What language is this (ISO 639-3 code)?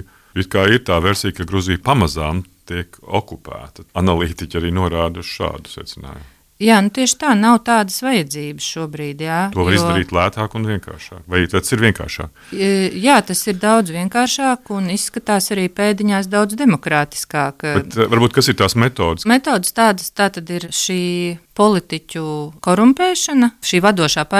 lav